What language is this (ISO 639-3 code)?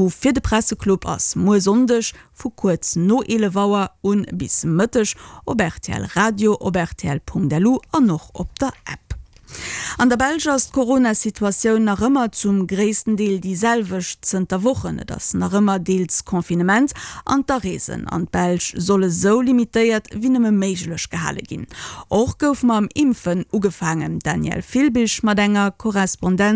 ltz